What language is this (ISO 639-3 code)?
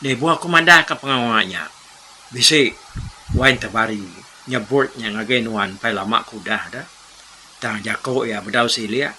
iba